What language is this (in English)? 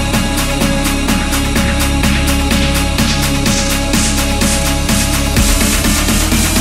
English